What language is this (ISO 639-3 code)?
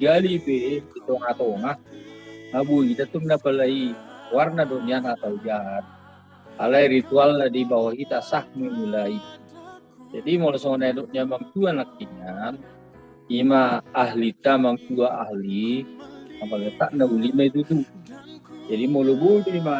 bbc